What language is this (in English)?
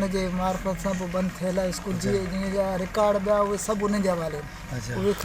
Sindhi